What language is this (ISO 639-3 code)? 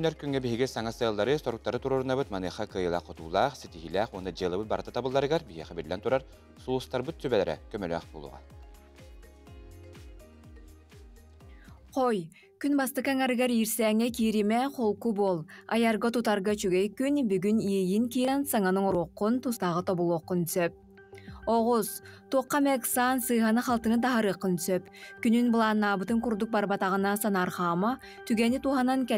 sah